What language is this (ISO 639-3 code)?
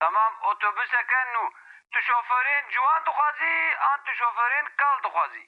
kur